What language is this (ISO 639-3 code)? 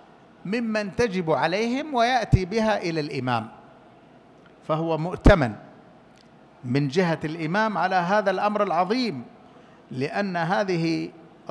ara